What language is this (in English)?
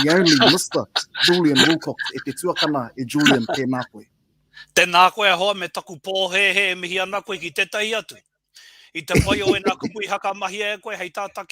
Māori